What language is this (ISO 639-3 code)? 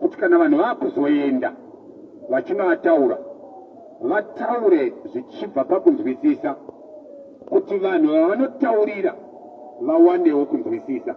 sna